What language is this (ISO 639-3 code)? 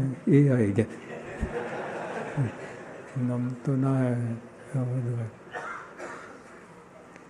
guj